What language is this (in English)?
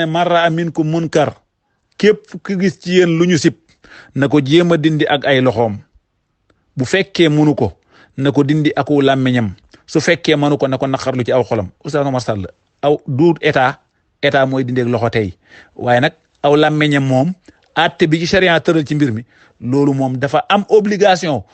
Wolof